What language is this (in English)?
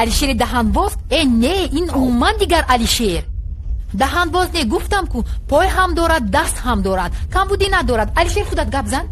Tajik